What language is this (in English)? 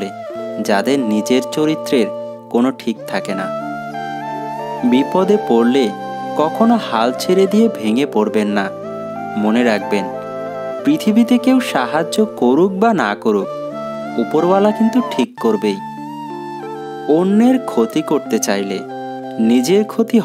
Bangla